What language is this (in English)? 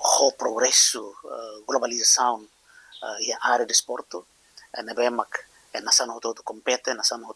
Tetum